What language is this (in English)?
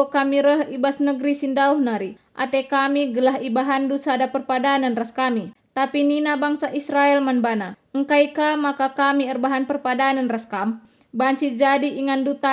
Batak Karo